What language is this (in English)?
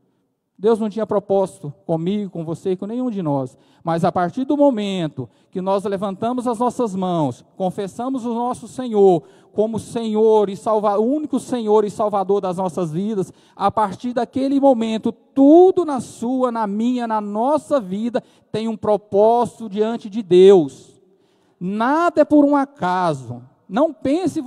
Portuguese